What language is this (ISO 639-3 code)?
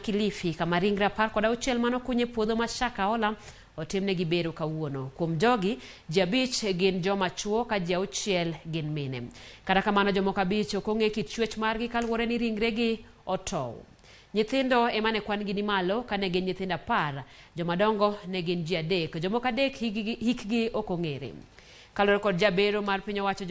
luo